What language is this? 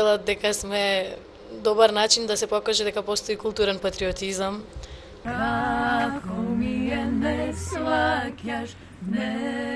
Macedonian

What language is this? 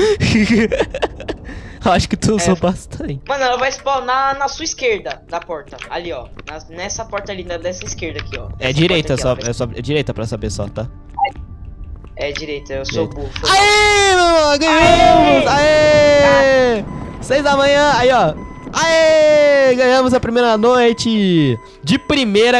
Portuguese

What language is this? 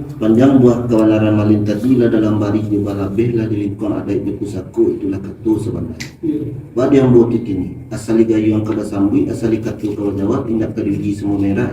Minangkabau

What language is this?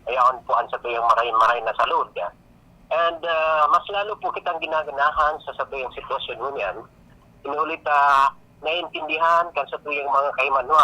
Bikol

